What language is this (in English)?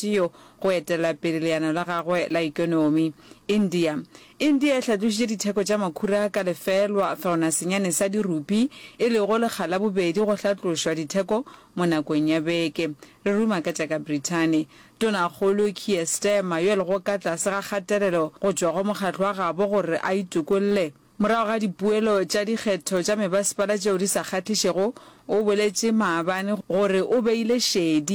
Northern Sotho